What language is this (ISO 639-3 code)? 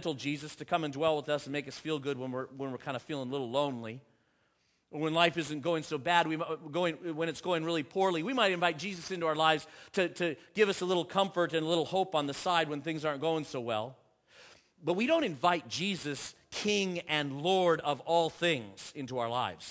eng